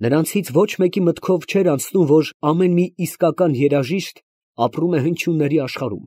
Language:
Armenian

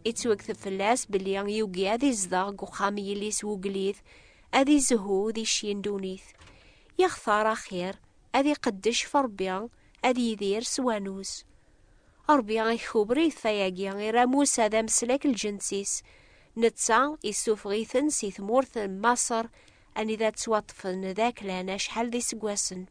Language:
Kabyle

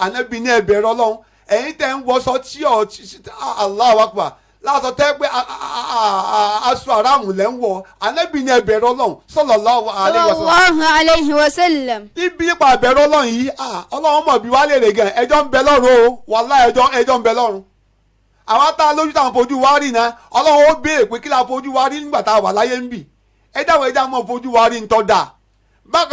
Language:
Yoruba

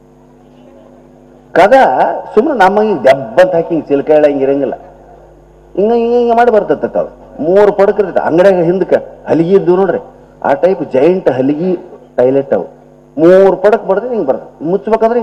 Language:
Kannada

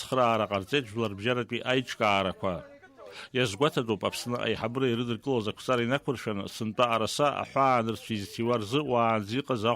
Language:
Abkhazian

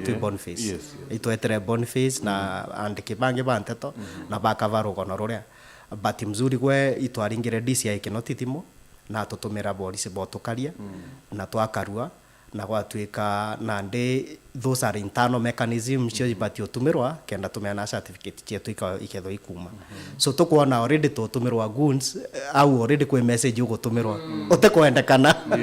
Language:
Meru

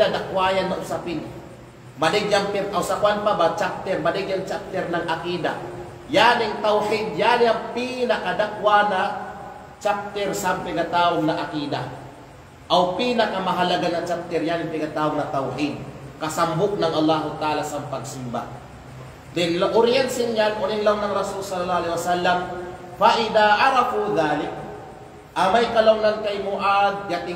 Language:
Kalagan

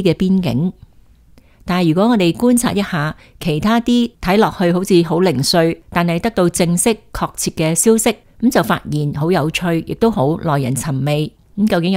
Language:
Cantonese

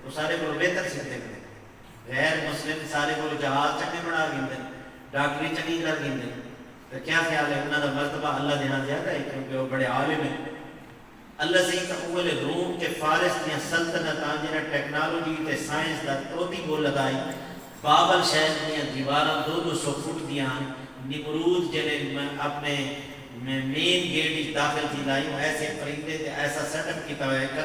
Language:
Saraiki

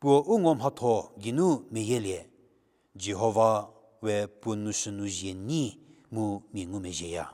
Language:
Angami Naga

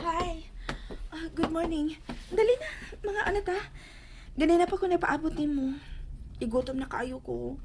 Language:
Cebuano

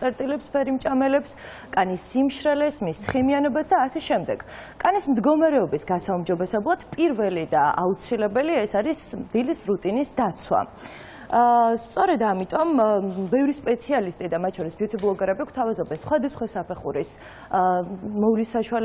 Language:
Georgian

